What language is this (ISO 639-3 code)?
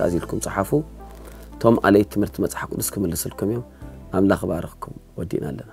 tir